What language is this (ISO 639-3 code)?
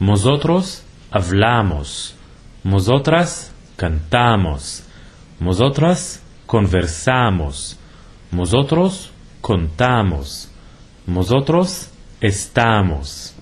lad